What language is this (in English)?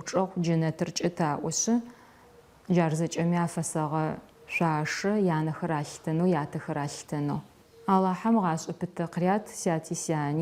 Adyghe